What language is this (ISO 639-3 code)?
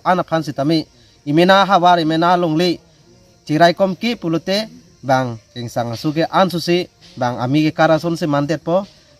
mjw